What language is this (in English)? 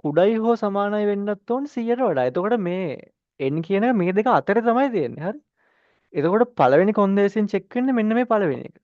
Sinhala